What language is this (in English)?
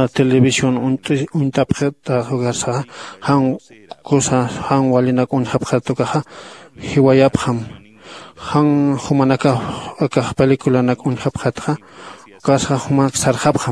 Aymara